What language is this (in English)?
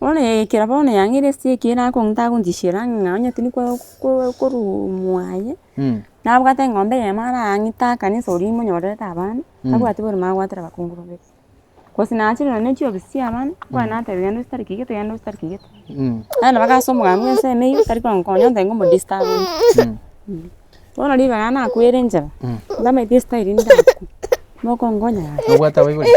Gusii